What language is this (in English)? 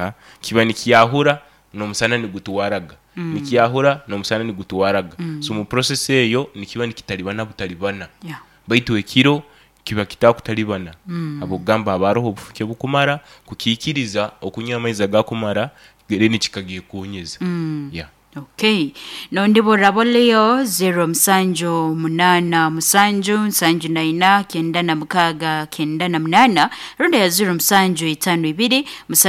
Nyoro